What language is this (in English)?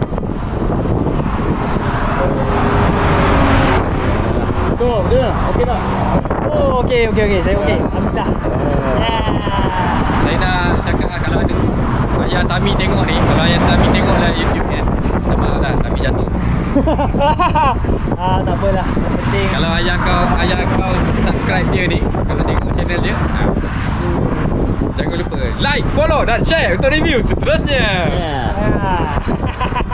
Malay